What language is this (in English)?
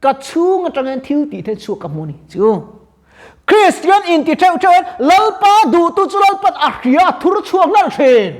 Mizo